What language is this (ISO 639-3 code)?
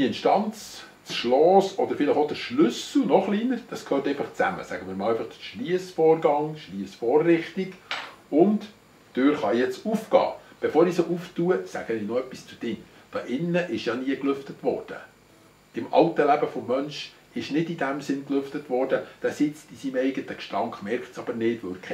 gsw